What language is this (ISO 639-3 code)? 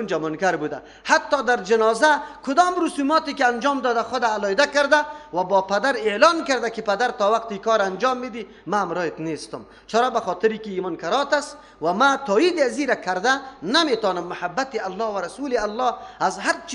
fas